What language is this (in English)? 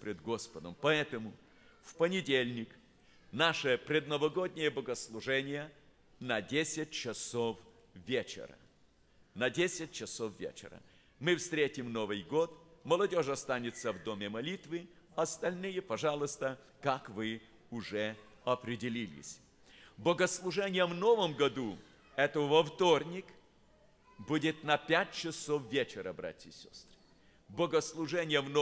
Russian